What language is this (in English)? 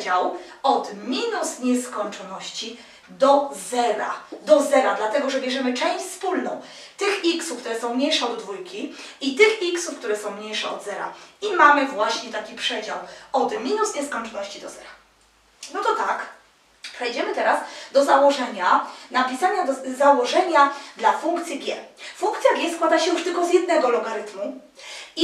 Polish